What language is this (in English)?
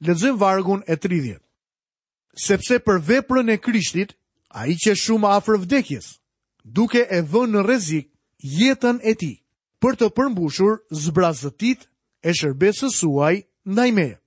Albanian